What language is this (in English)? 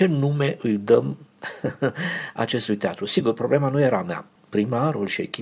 Romanian